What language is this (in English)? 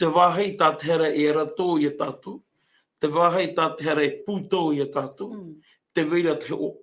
Tahitian